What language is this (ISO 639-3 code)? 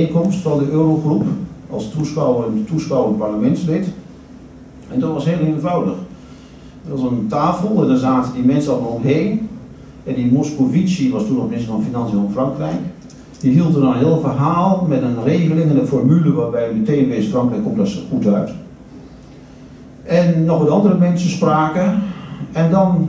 nld